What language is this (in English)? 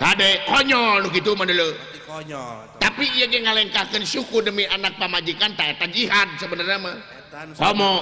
Sundanese